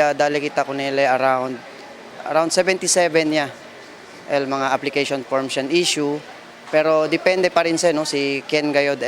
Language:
Chavacano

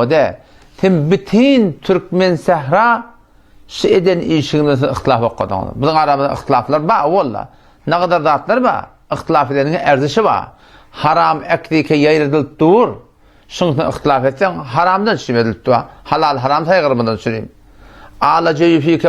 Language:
Turkmen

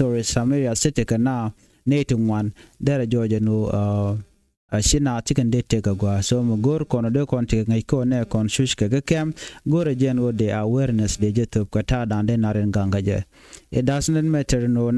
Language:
Nuer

